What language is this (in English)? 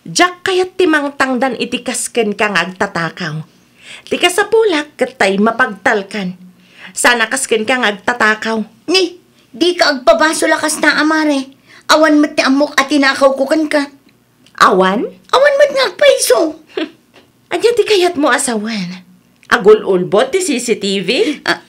Iloko